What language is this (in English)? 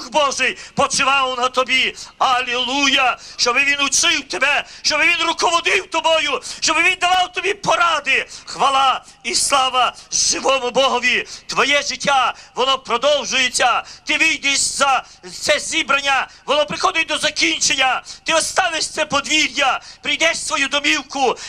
Ukrainian